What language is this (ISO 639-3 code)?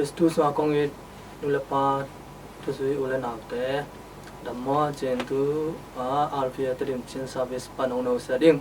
ctd